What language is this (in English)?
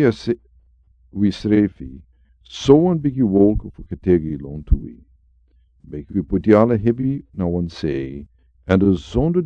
Sranan Tongo